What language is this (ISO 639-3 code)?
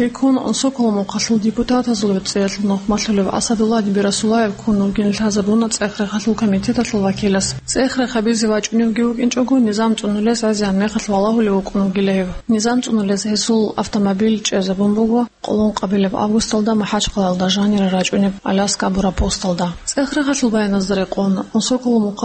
ava